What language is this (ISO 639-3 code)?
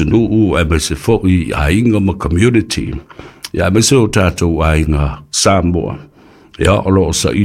smo